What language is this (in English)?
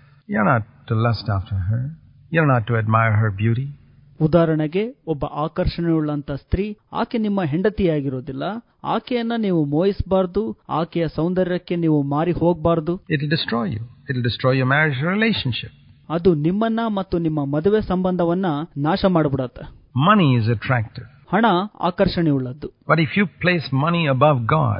Kannada